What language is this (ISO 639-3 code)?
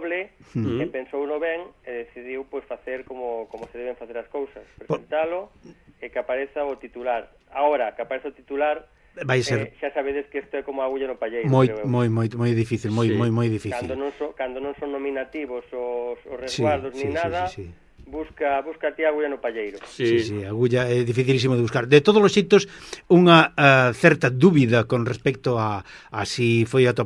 glg